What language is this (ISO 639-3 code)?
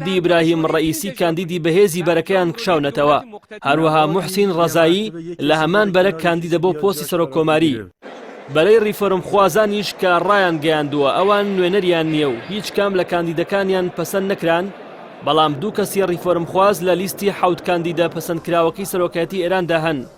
ckb